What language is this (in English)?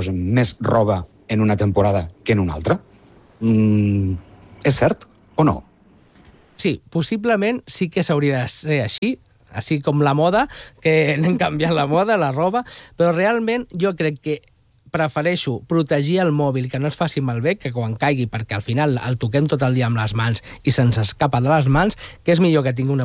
Catalan